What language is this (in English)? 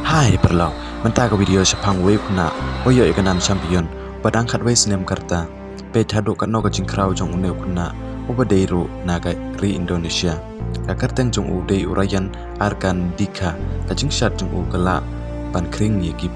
Khasi